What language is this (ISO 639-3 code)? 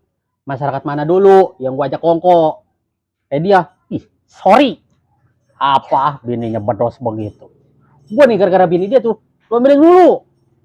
bew